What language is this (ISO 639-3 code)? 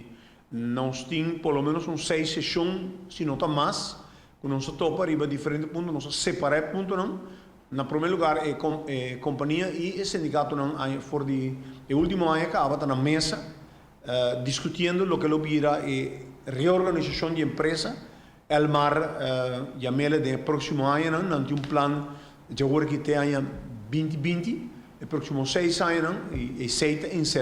pap